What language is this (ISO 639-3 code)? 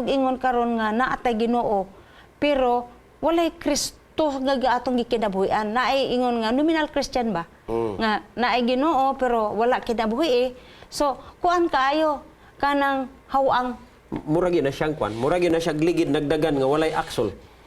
ceb